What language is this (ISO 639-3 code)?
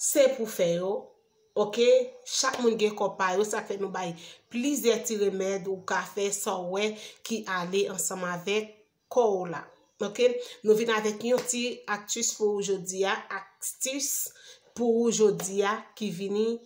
hat